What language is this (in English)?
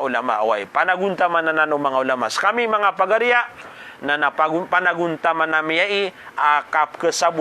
Maranao